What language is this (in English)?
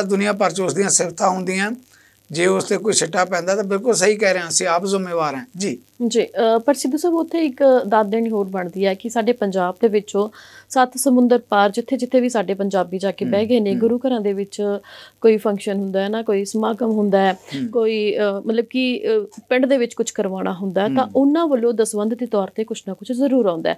Punjabi